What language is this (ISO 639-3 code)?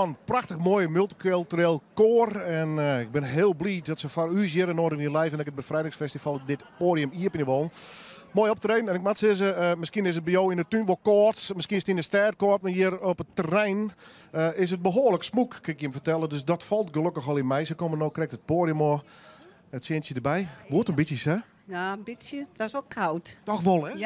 fry